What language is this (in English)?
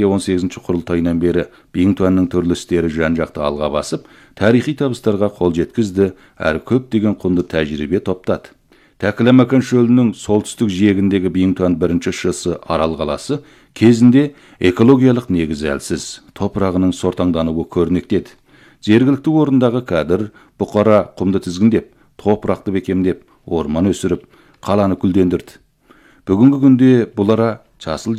Kazakh